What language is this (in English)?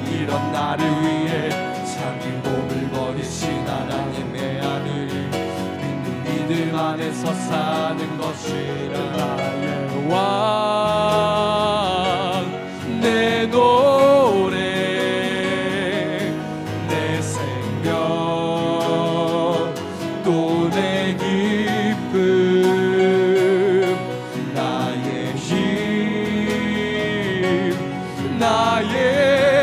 Korean